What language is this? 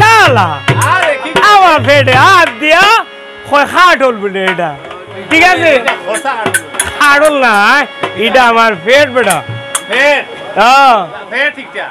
Sylheti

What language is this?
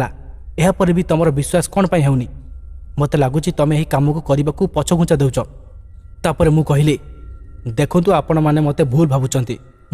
Odia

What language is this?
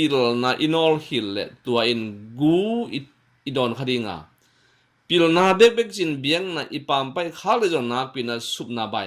Tedim Chin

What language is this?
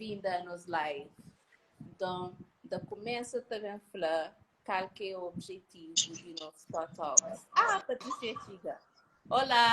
Kabuverdianu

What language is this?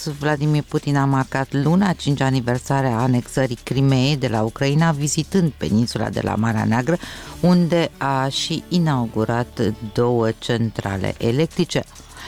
Romanian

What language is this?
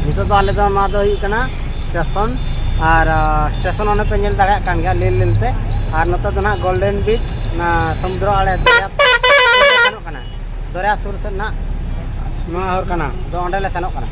Santali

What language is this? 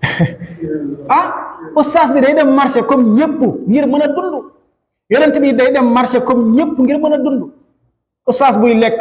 Wolof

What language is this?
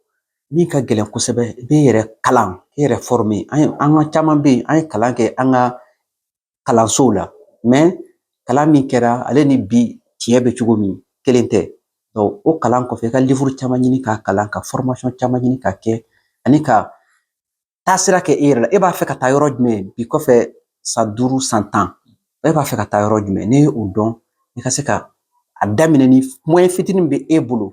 Bambara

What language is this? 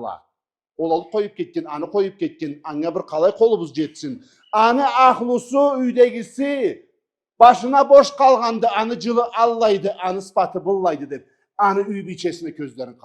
Karachay-Balkar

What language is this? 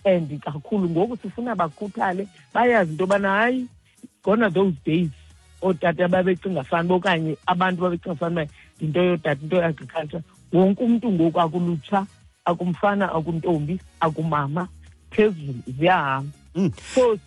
Xhosa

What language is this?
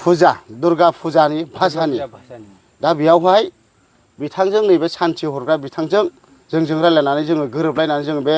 Bodo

